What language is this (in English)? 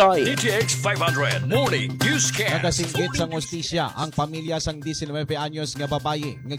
Hiligaynon